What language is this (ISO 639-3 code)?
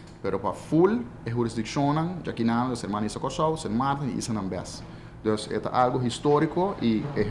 pap